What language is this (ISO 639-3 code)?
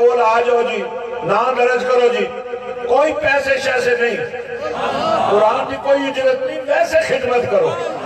urd